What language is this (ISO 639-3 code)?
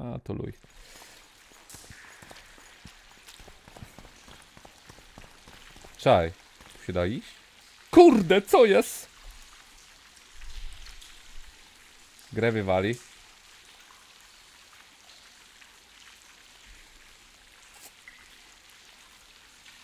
pol